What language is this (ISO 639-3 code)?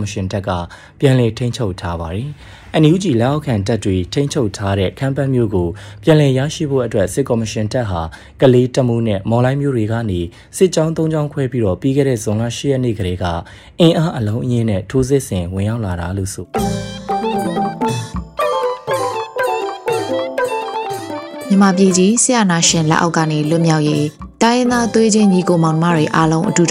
mya